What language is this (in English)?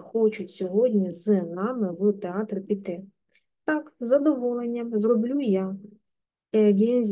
Ukrainian